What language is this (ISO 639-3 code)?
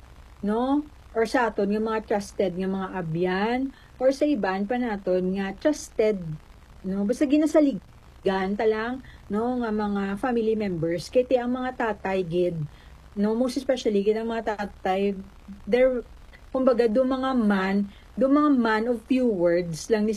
hil